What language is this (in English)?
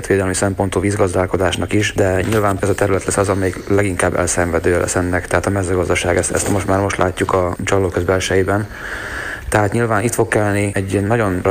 Hungarian